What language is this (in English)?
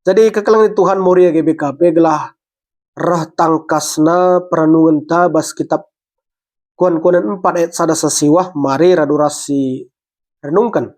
Batak Karo